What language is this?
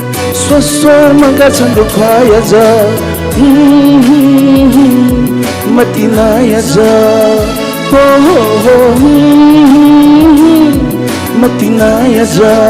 Newari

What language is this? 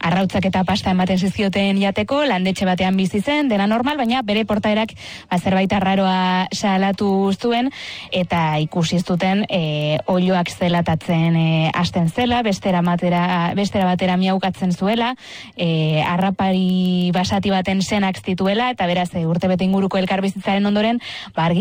Basque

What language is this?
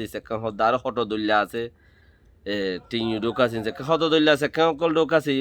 Rohingya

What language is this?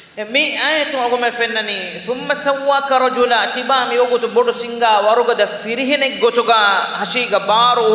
Divehi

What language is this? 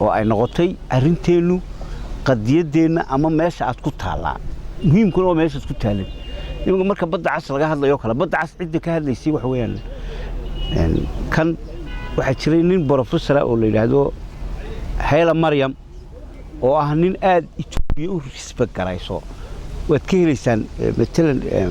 Somali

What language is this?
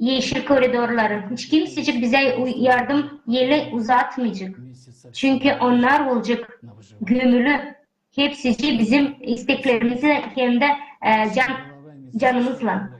Gagauz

